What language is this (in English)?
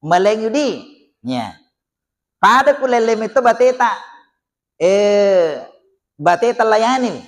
Buginese